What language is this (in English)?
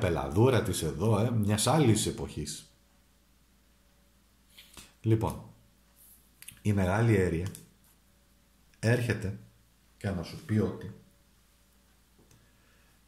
Greek